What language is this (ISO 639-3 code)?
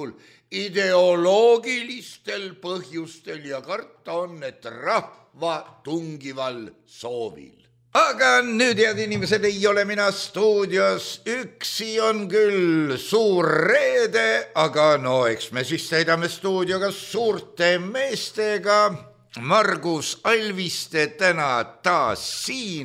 est